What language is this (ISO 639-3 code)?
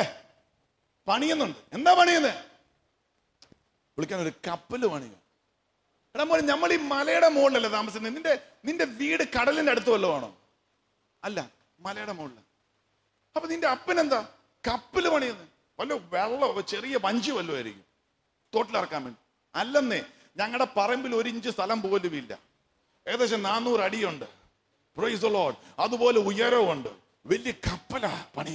mal